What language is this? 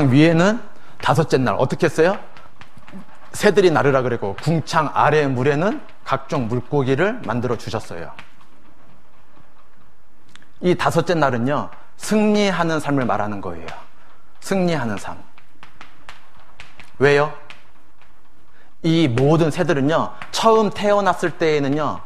Korean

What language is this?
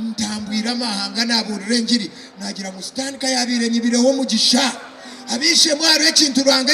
Nyankole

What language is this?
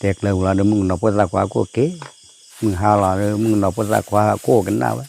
S'gaw Karen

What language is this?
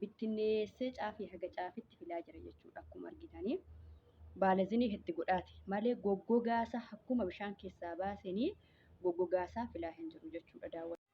Oromo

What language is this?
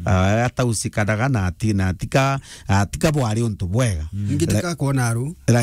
Meru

